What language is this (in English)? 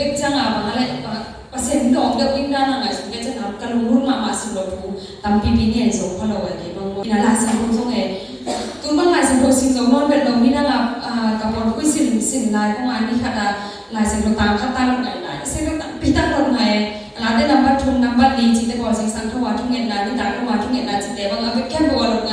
Tedim Chin